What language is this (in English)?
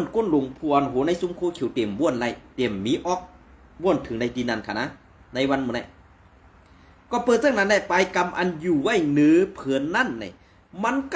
Shan